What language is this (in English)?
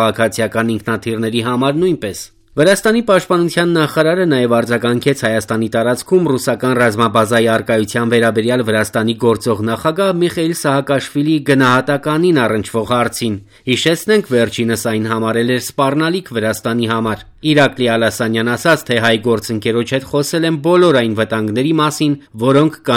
Armenian